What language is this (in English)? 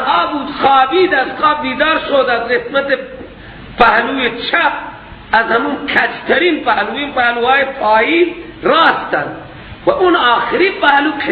Persian